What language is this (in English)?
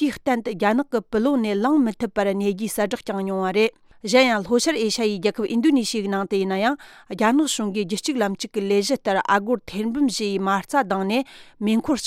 Tibetan